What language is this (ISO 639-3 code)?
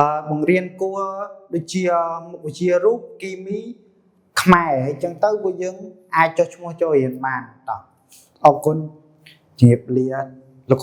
khm